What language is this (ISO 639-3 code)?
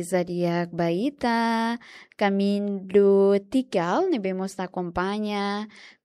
tet